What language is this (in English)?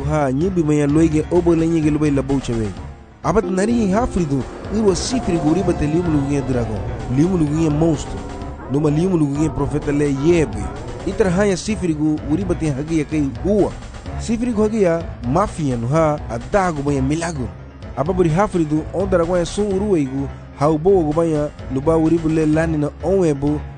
Garifuna